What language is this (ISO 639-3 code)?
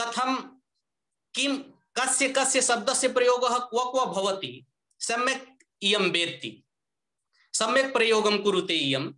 san